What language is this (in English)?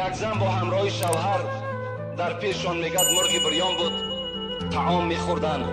Tajik